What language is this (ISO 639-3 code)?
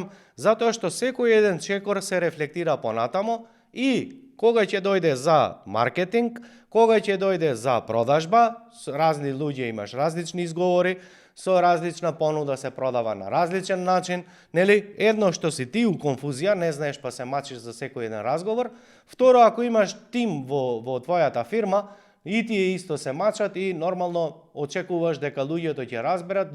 mkd